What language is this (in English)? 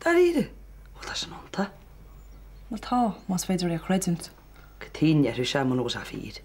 Irish